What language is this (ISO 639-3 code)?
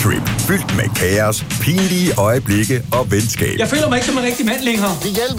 dan